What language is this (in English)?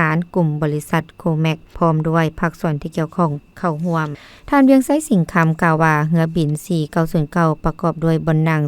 Lao